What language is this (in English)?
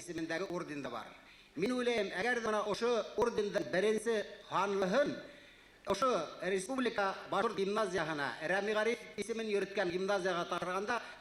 Bashkir